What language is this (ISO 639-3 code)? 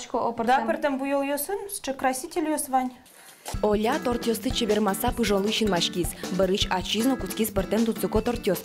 udm